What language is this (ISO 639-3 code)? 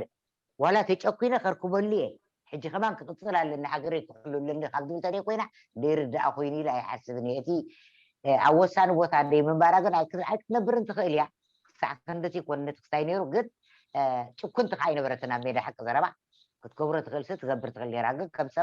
tir